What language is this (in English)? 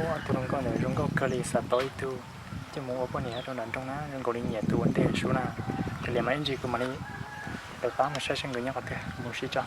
Hmong